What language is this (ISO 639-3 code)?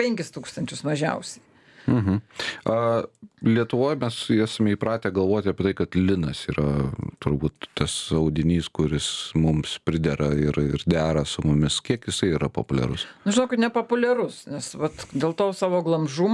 lit